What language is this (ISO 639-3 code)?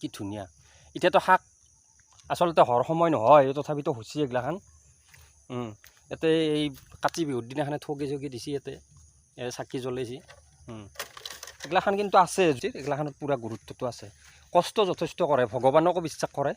asm